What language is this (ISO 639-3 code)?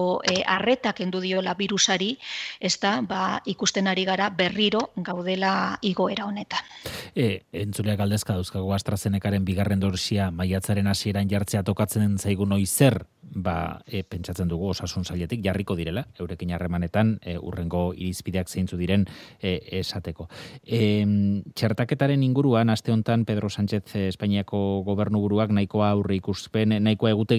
eus